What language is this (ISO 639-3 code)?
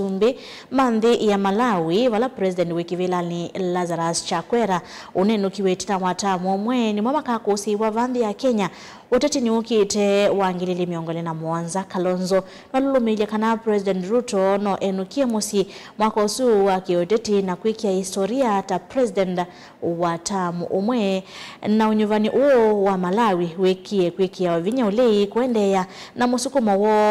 kam